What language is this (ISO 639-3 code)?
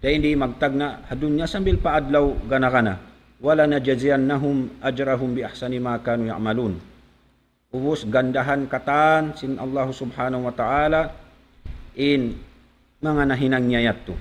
tsg